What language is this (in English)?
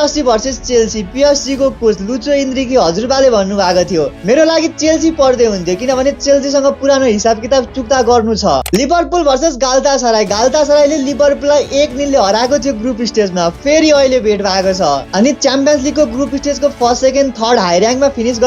Nepali